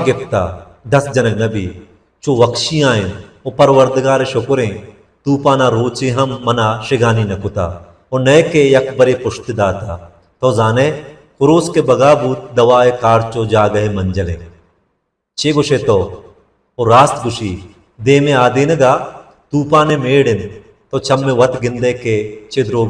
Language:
Baluchi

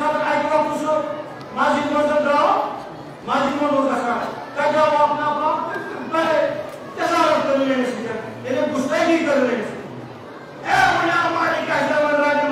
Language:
Kashmiri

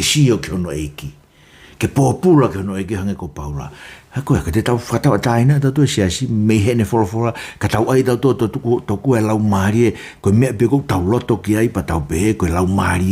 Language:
Tongan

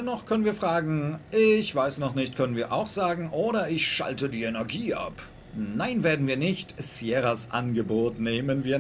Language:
German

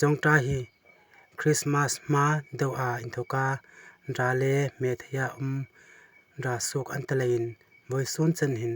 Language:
Hmar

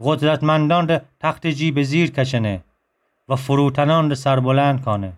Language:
Gilaki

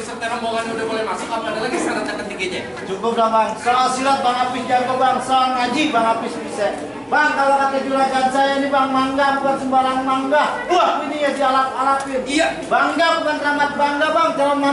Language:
Betawi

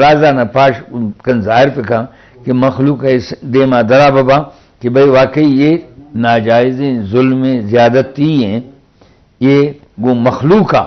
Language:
Eastern Balochi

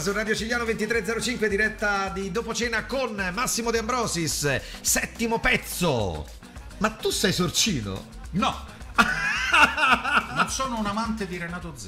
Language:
Italian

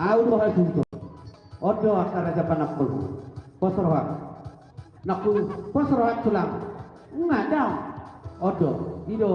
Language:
Batak Toba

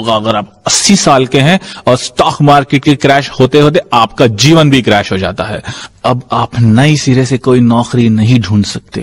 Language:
Hindi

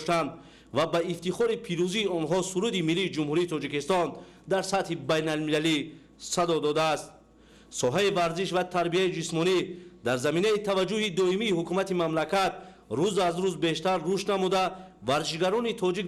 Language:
Tajik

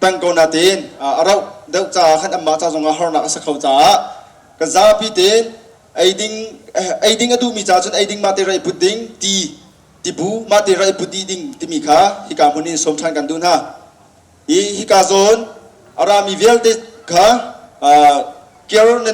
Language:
Hakha Chin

